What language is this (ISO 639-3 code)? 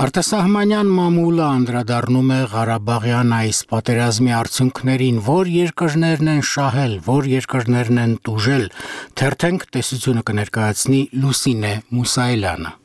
hye